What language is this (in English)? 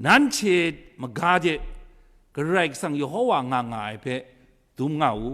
Kachin